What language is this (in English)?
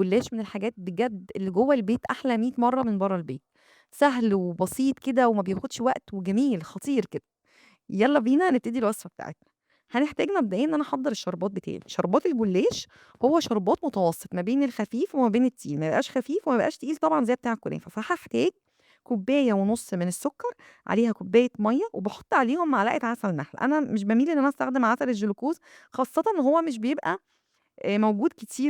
Egyptian Arabic